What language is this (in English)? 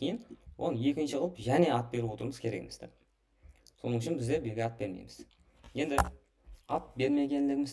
Kara-Kalpak